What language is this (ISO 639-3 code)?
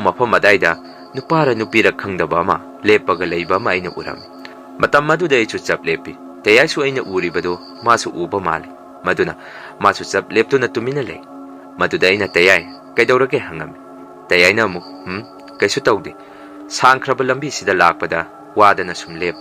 mni